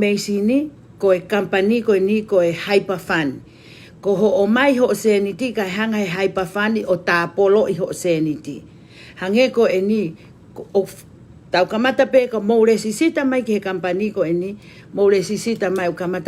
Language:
Tongan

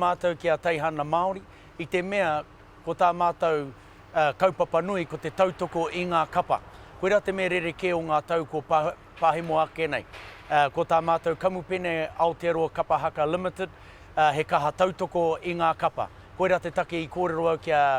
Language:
Māori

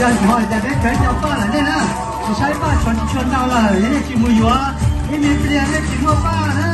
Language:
Hmong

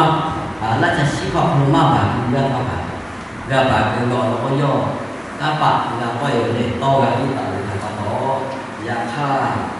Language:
Lahu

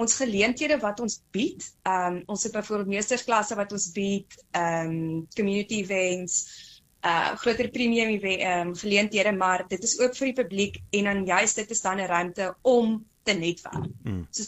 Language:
Afrikaans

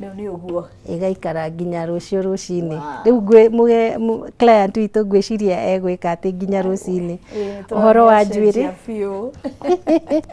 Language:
Kikuyu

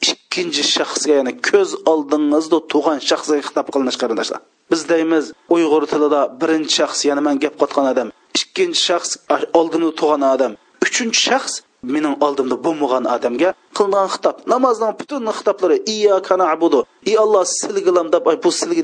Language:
Uyghur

